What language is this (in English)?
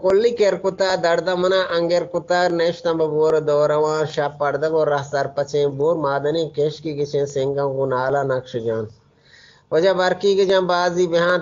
Eastern Balochi